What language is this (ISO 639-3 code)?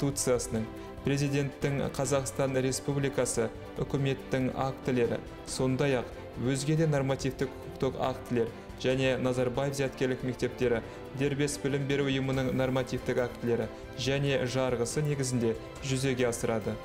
kaz